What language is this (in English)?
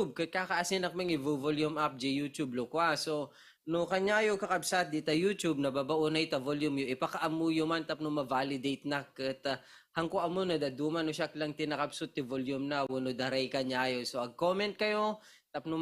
Iloko